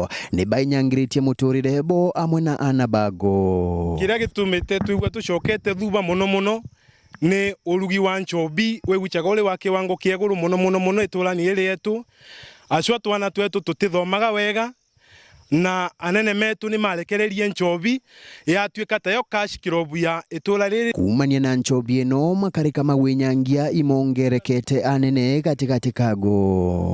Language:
Meru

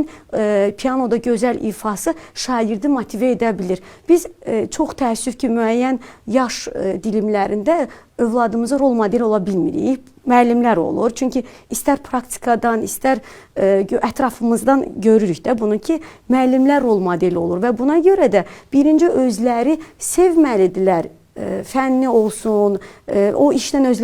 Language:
Azerbaijani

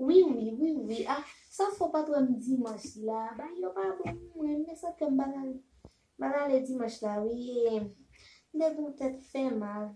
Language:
Haitian Creole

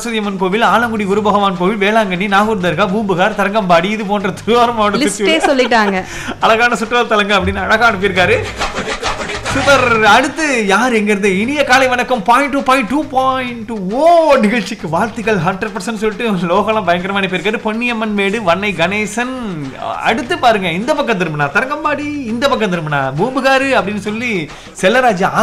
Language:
Tamil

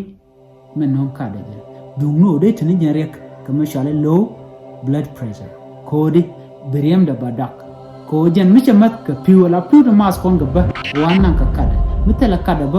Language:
Nuer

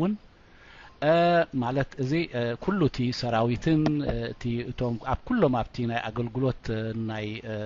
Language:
Tigrinya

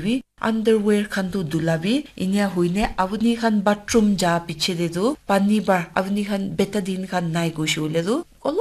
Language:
Naga Pidgin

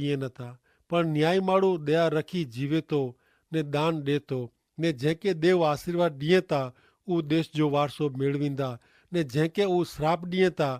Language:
Kachhi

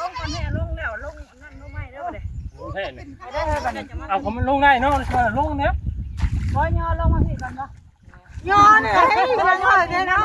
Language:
Northeastern Thai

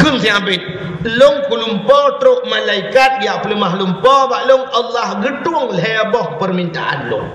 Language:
Achinese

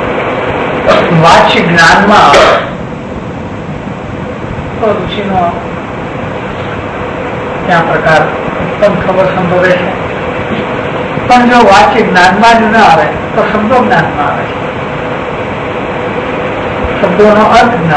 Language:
Gujarati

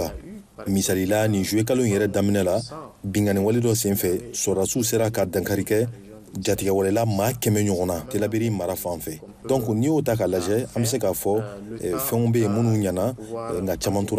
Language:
Bambara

